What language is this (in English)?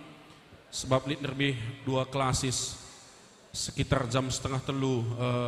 Batak Karo